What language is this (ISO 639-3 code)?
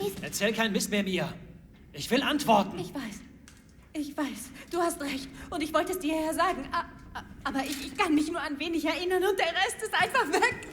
bar